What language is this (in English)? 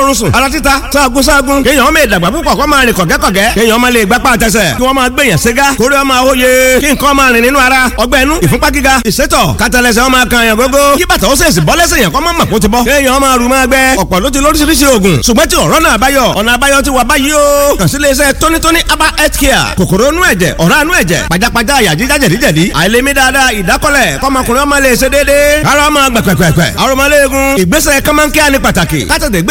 Yoruba